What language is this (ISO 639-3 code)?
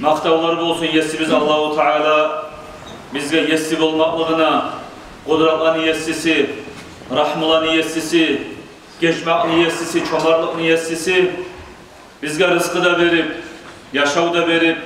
kum